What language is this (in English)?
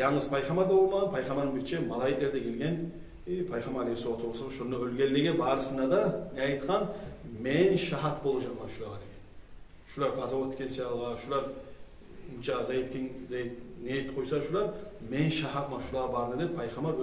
Kumyk